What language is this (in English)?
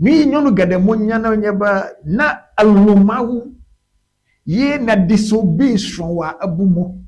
Ewe